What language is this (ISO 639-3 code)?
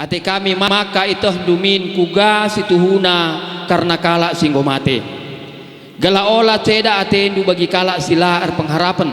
btx